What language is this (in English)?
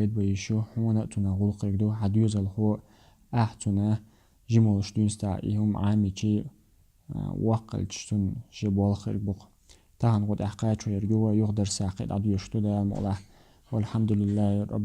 Chechen